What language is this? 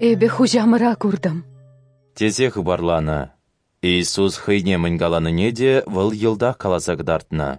Chuvash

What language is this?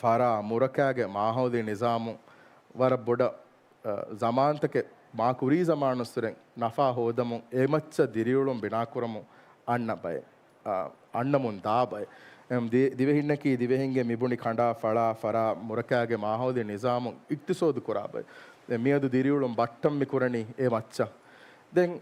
Divehi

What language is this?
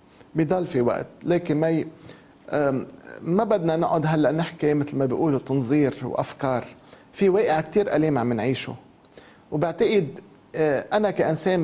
North Levantine Arabic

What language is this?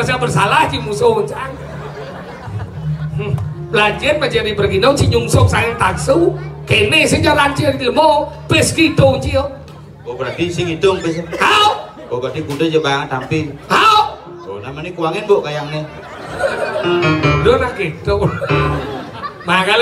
Indonesian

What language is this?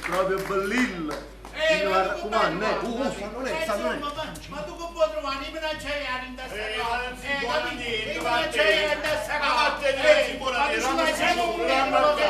Neapolitan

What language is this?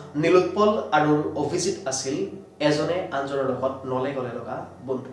Assamese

